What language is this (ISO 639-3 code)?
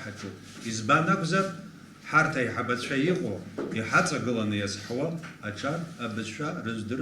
abk